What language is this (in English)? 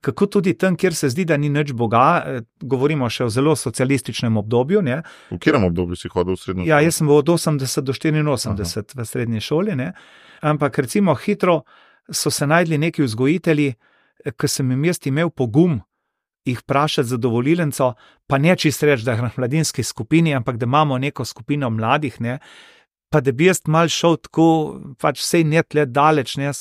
Slovenian